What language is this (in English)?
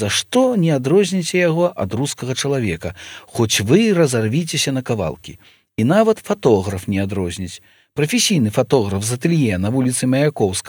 Belarusian